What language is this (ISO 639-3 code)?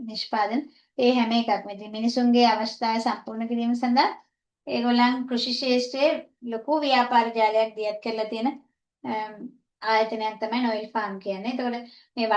sin